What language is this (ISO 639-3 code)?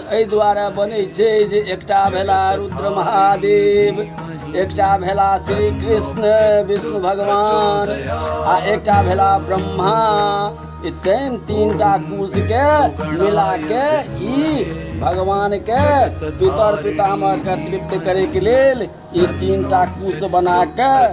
mai